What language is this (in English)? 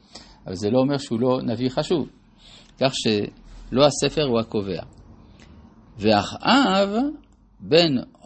Hebrew